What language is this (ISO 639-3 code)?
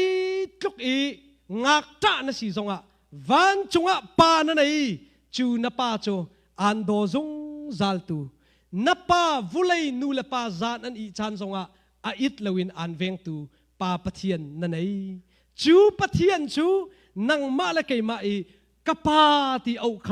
cnh